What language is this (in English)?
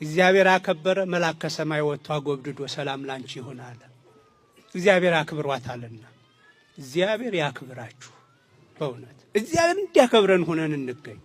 Amharic